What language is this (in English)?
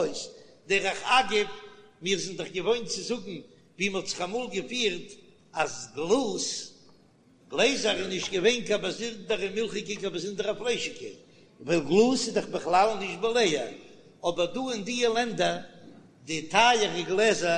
Yiddish